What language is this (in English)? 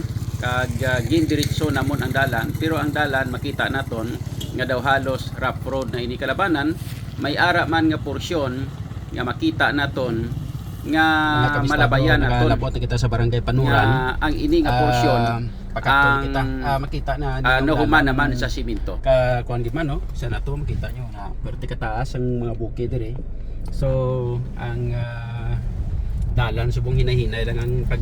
Hiligaynon